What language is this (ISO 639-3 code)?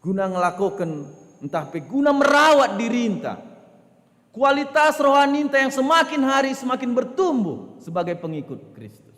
btx